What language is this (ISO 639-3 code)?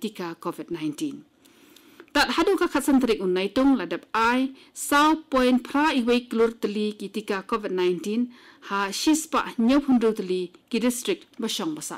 kha